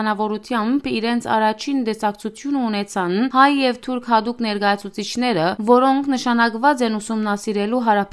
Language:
Western Armenian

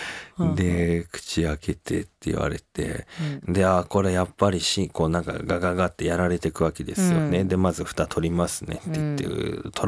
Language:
Japanese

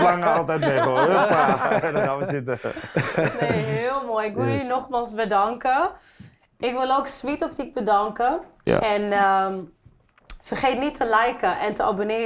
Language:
Dutch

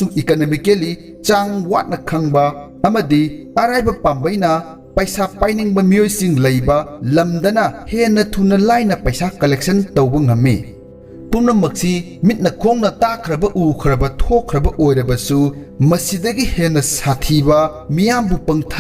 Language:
Manipuri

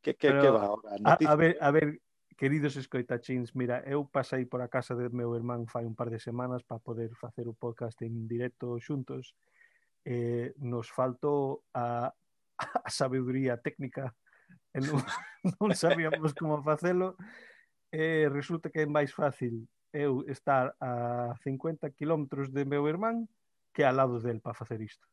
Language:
Galician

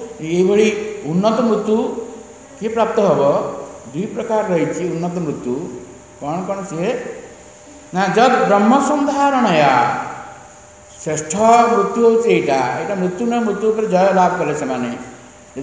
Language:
Odia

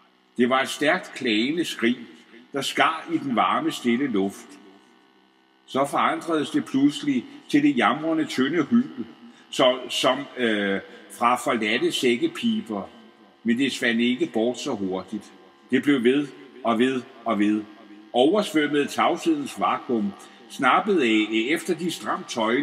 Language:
Danish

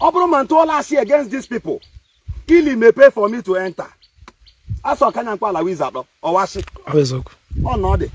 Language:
Igbo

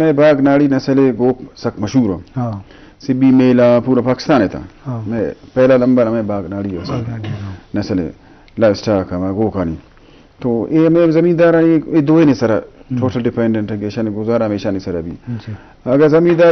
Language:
Eastern Balochi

